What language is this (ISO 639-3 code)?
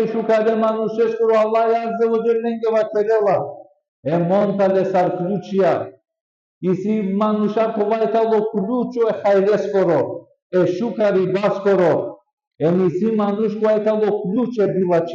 rmn